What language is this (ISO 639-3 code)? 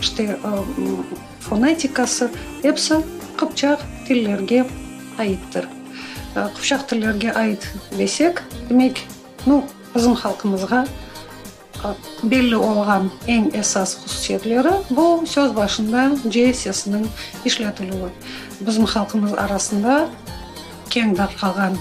crh